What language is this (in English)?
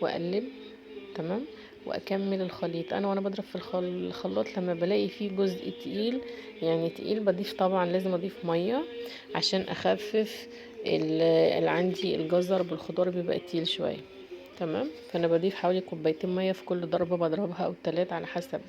Egyptian Arabic